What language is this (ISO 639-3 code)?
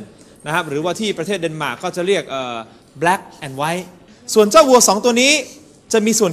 tha